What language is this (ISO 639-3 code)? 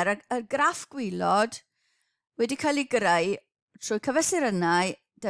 cym